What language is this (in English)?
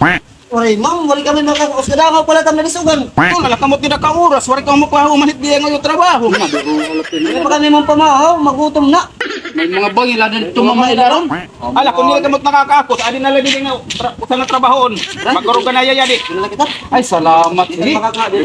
Waray